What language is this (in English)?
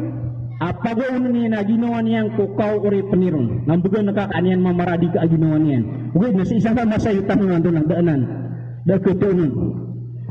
Maranao